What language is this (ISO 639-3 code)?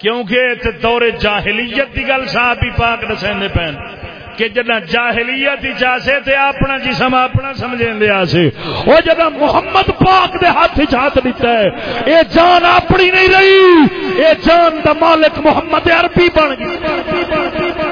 skr